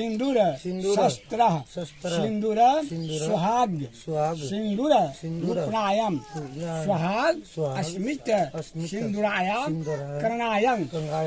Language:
Maithili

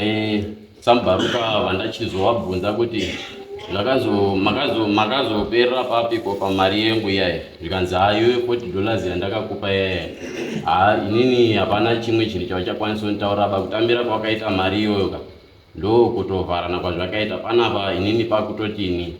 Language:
Shona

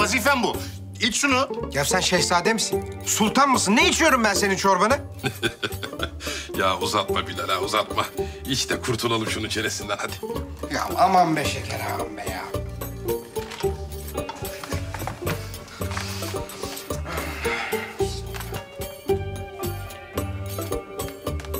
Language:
Turkish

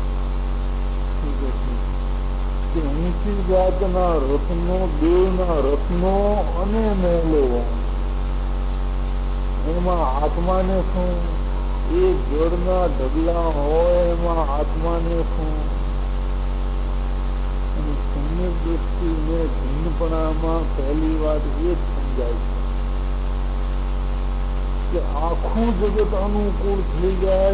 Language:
Gujarati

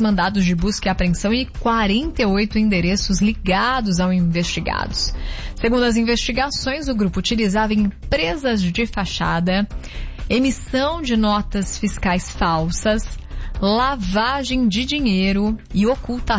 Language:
Portuguese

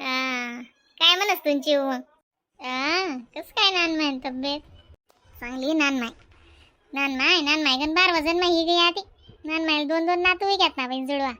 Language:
Khandesi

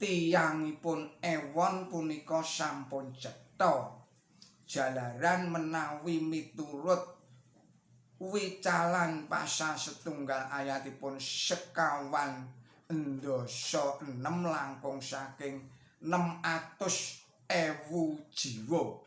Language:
Javanese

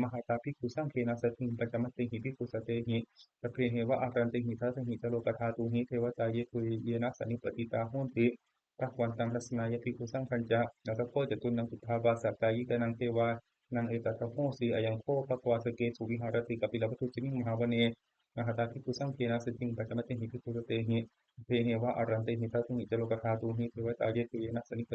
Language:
Pali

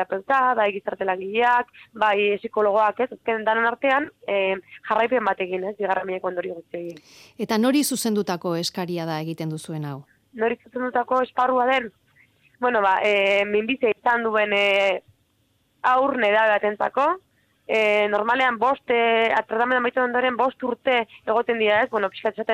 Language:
Basque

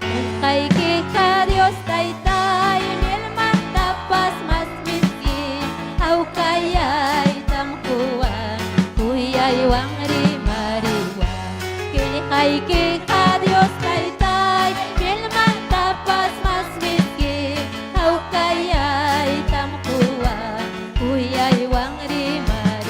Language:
Ayacucho Quechua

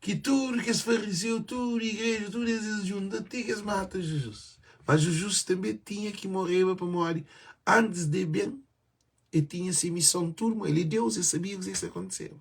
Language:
Kabuverdianu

